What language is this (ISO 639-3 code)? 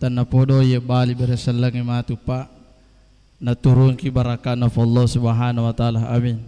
bug